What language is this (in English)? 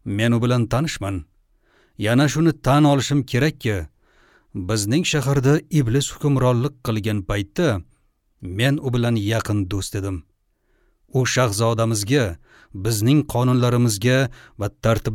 Uzbek